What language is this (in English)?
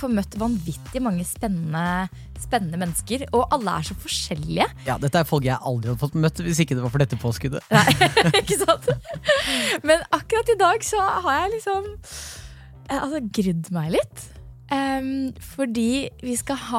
Norwegian